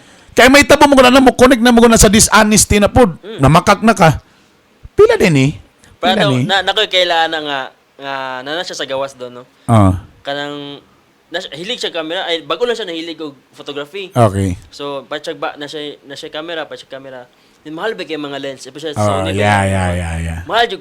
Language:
Cebuano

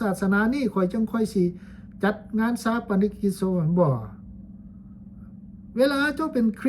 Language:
Lao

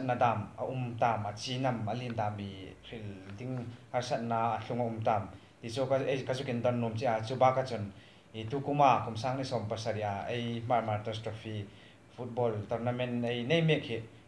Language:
Hmar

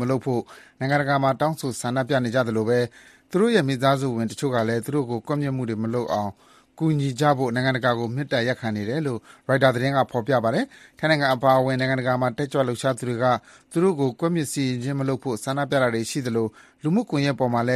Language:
Burmese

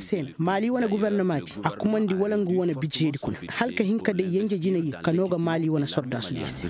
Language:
Koyraboro Senni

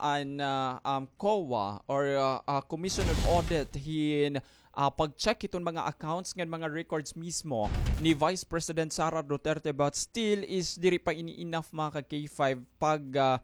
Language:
Waray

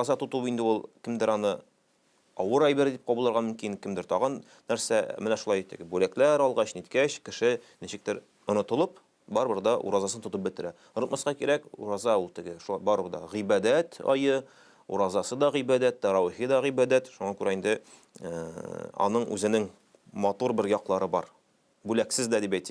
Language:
Tatar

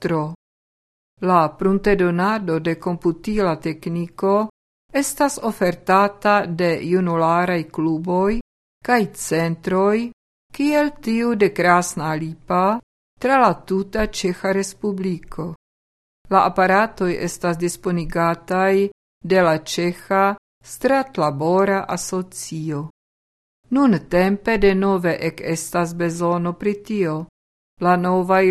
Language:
Esperanto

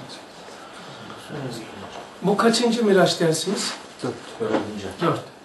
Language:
Turkish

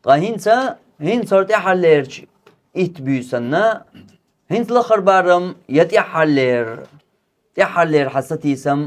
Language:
Chechen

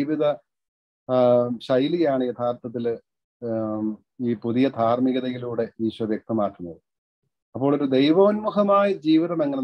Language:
Malayalam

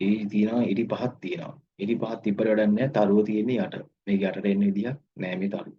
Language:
Sinhala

